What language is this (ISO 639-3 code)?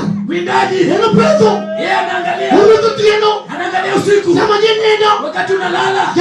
luo